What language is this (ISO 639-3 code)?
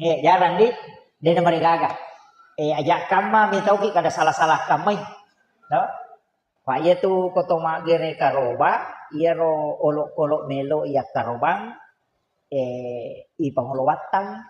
bug